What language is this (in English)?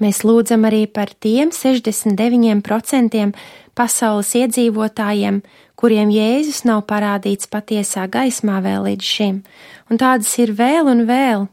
Latvian